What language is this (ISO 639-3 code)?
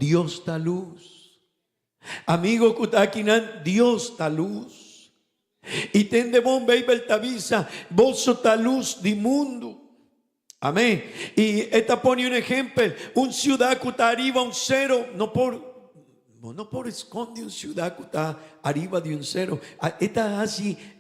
pap